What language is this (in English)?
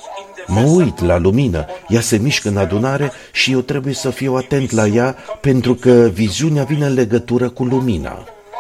Romanian